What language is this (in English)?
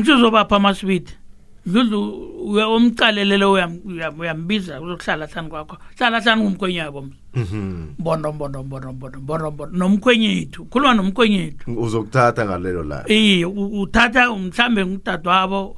South Ndebele